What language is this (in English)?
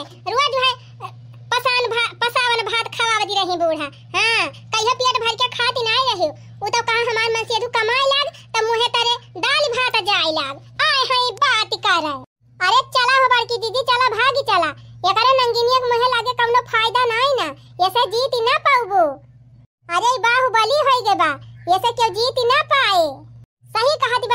Awadhi